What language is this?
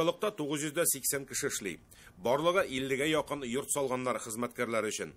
Tatar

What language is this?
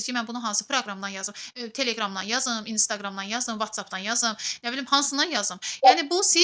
Azerbaijani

